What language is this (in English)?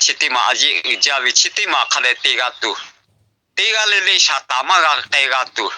Lahu